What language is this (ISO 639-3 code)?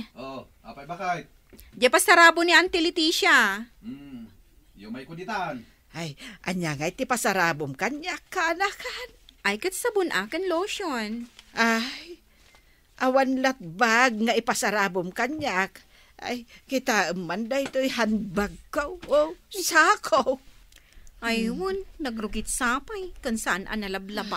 ilo